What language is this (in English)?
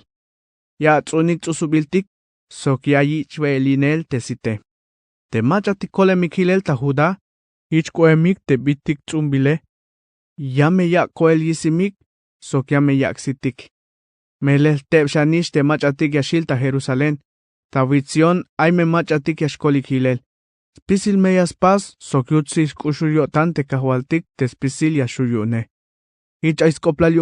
Tzeltal